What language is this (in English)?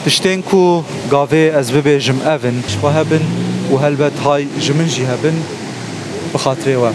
Kurdish